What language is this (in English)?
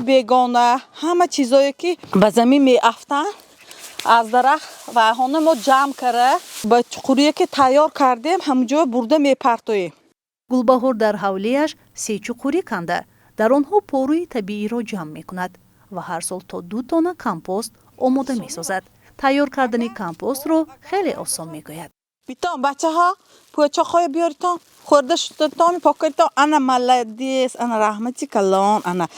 Tajik